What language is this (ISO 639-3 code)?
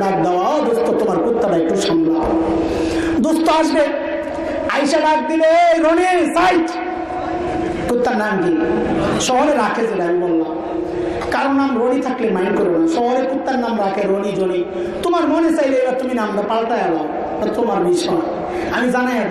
ben